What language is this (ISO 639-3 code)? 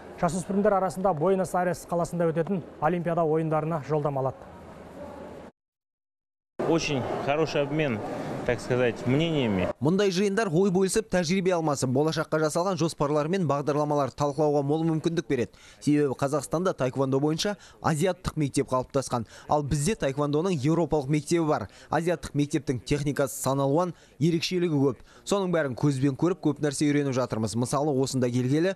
kaz